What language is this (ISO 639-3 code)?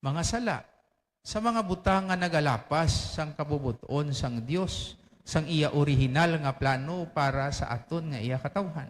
hil